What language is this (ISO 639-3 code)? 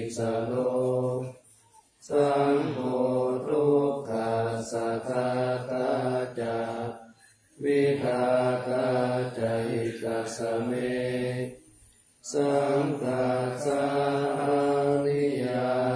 pli